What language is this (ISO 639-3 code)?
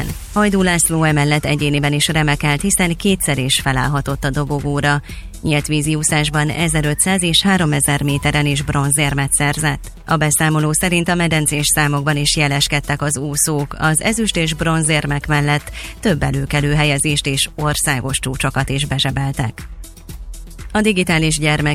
hun